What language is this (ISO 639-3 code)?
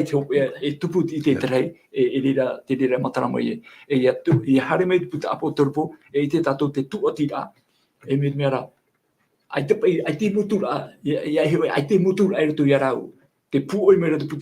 tah